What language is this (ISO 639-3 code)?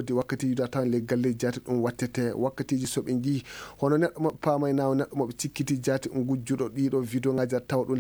ffm